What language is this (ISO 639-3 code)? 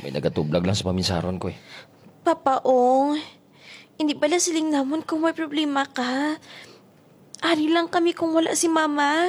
hil